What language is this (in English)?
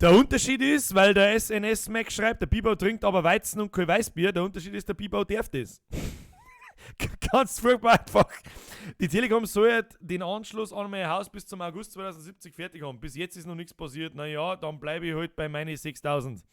Bavarian